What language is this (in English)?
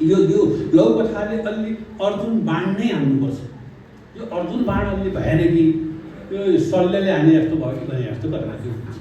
Nepali